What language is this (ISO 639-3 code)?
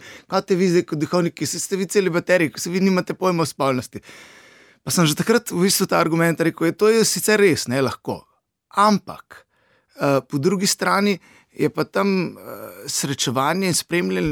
slv